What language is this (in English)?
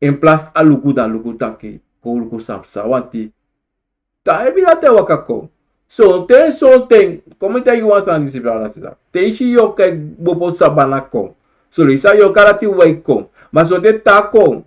Sranan Tongo